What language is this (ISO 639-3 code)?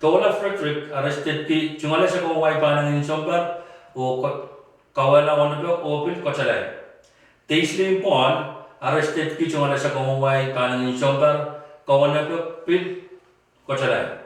pon